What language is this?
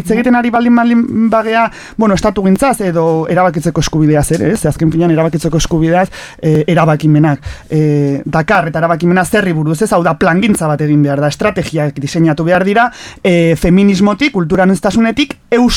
Basque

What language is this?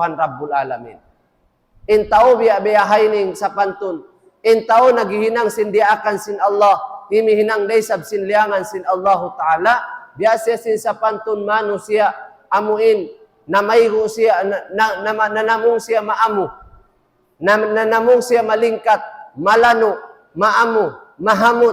Tausug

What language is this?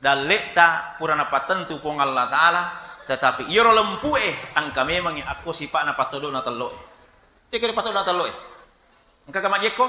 Buginese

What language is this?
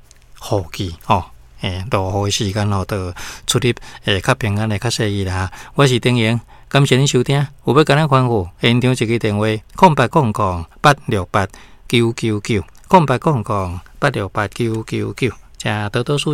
Min Nan Chinese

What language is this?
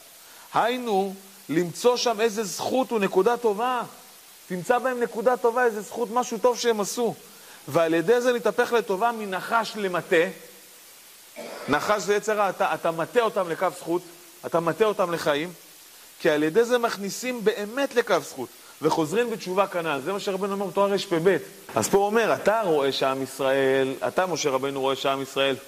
Hebrew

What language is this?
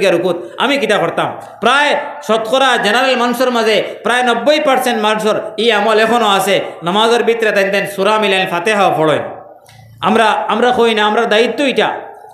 Sylheti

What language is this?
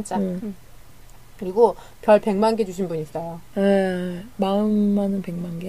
Korean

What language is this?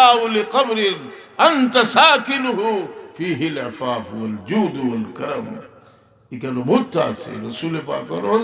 Sylheti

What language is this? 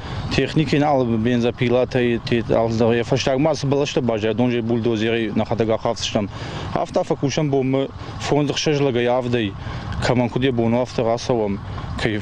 Ossetic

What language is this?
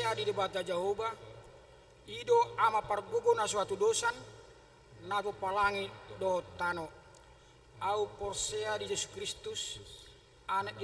Batak Toba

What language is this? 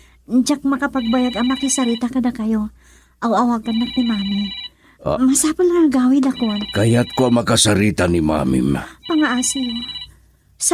Iloko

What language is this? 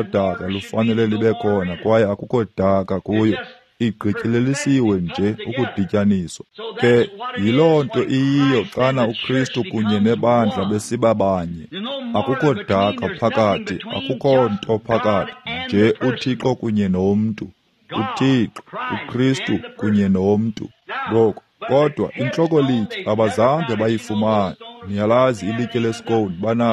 Xhosa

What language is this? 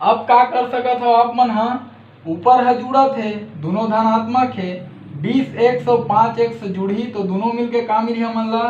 Chhattisgarhi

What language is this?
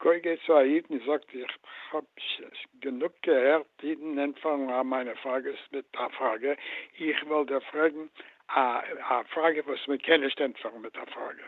Yiddish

